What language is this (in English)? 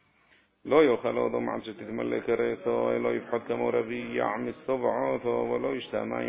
Hebrew